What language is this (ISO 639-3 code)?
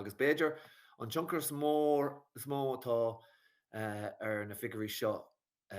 gle